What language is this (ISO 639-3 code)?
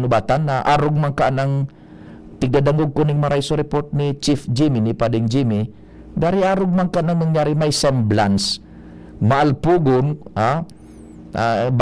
bik